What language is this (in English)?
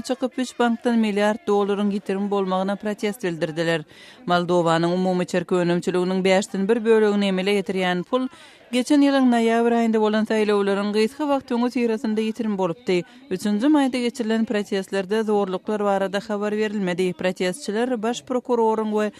Turkmen